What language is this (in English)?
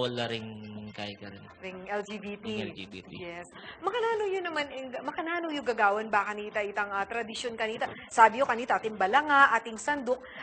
Pampanga